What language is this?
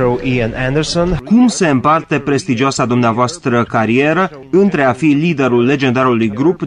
Romanian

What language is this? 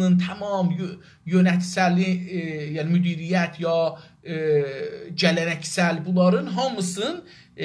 South Azerbaijani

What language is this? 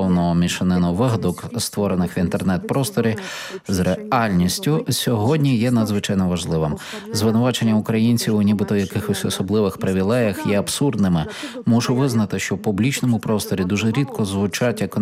Ukrainian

